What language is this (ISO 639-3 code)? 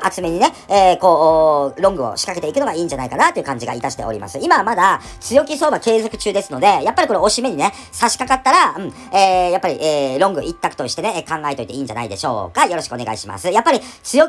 jpn